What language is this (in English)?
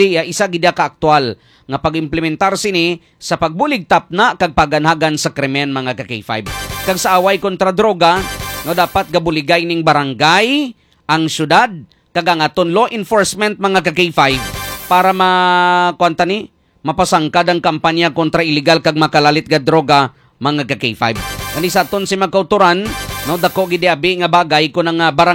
Hiligaynon